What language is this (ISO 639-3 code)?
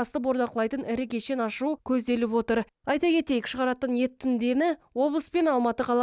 kaz